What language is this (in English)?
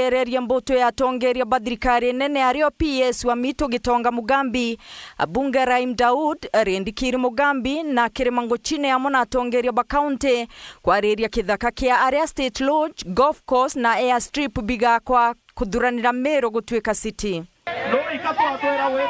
Meru